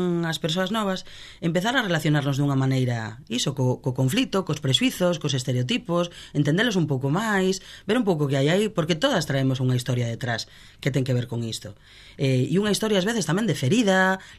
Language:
Galician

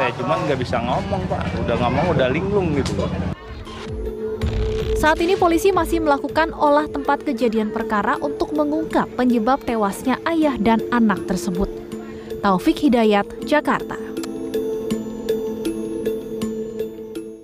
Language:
Indonesian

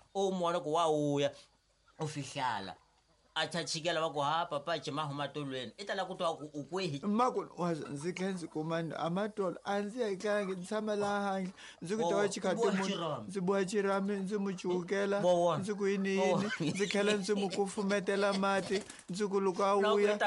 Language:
Tsonga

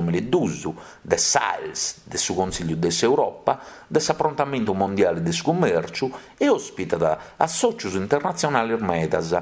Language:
Sardinian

